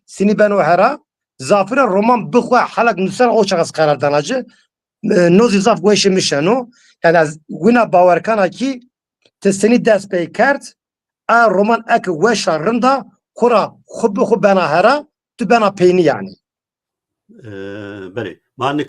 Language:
Zaza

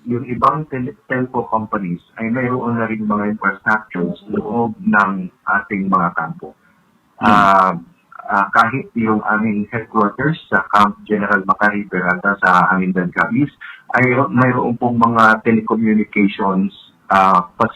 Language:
Hiligaynon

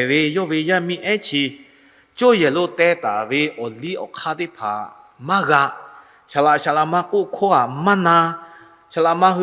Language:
Lahu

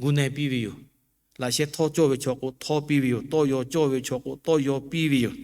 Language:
Lahu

